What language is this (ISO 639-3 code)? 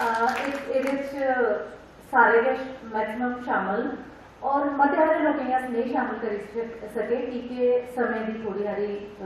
doi